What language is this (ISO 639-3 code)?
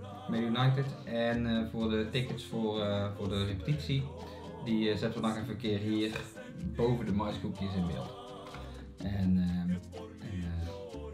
nld